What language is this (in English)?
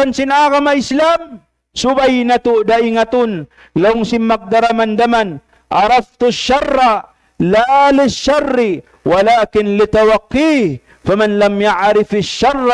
Tausug